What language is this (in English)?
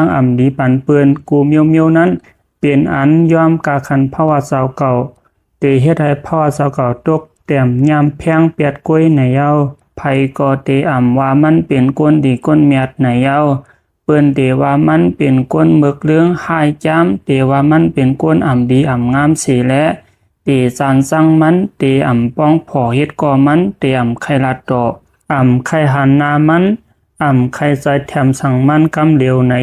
Shan